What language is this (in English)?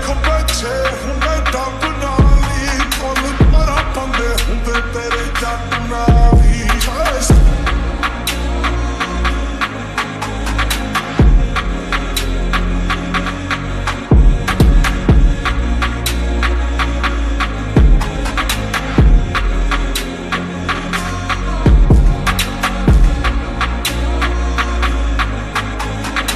Punjabi